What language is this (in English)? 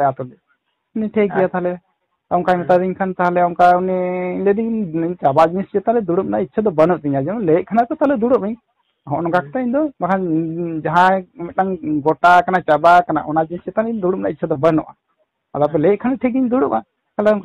Santali